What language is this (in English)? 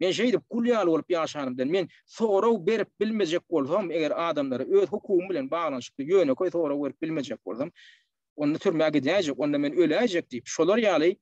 Turkmen